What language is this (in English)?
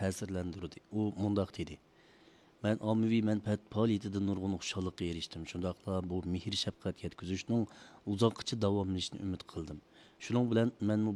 Uyghur